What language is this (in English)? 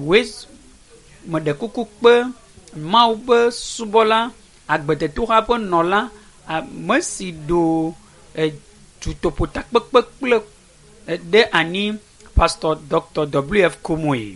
Ewe